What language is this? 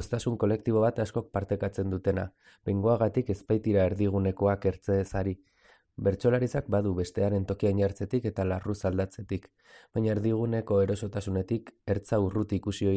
Basque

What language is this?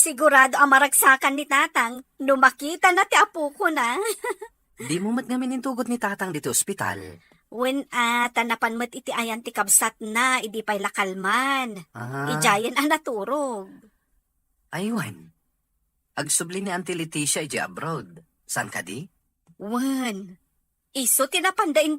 Iloko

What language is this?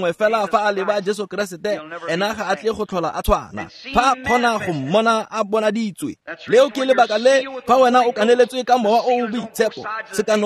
Tswana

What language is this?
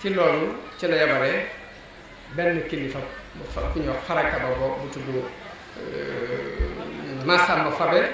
Wolof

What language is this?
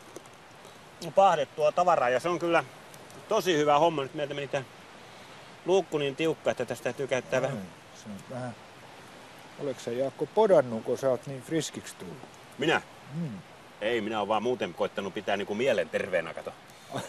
Finnish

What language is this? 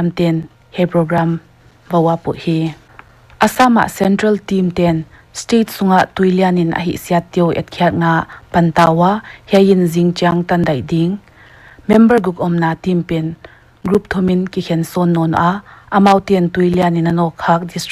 Paite Chin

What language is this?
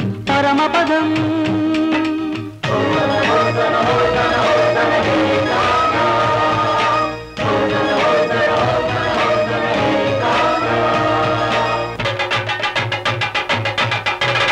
Telugu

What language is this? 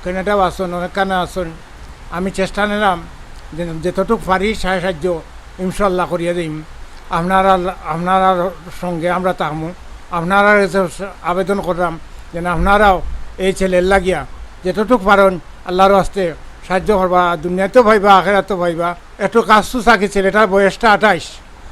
Sylheti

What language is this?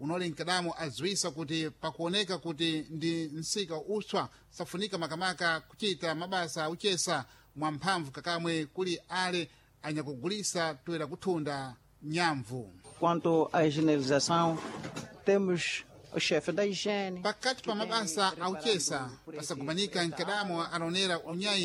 Sena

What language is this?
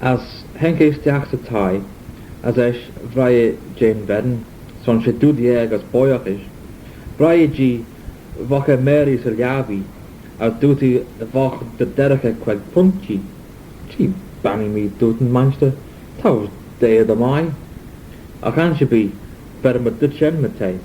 Manx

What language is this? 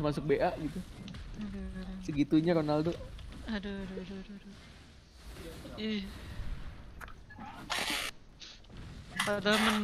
Indonesian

